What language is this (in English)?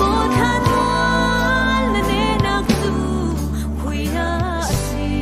Falam Chin